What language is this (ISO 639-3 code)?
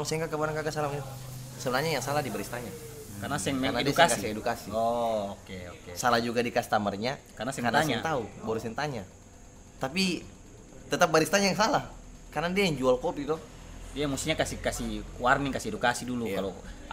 abs